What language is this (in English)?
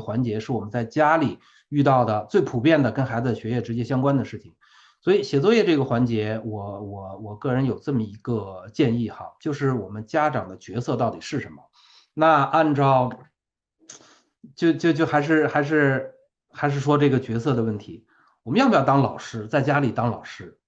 Chinese